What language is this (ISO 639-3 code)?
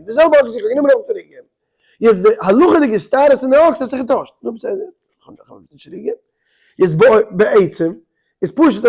yid